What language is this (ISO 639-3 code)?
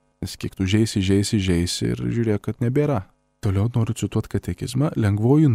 lit